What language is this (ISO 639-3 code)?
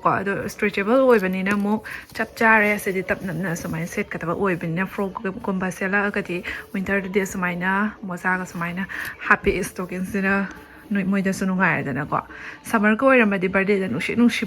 mni